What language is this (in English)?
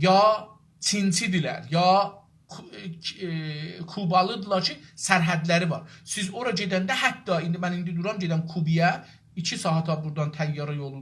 South Azerbaijani